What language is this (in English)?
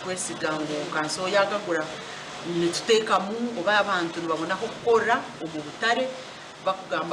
Nyankole